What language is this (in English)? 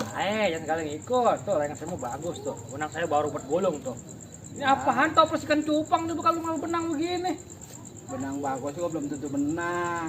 Betawi